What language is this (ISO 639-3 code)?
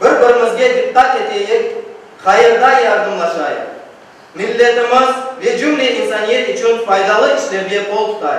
crh